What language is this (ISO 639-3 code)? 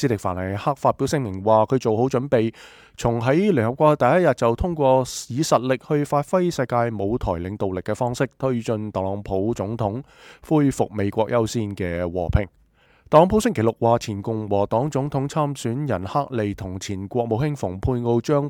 yue